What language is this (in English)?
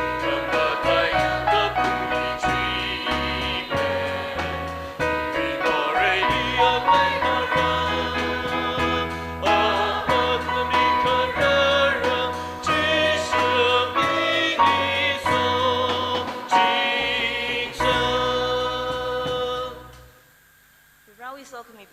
Tangkhul Naga (India)